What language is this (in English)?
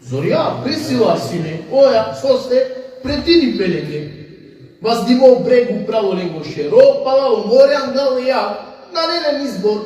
Balkan Romani